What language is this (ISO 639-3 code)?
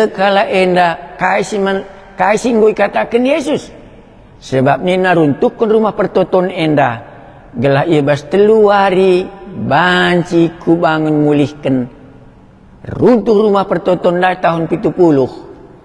btx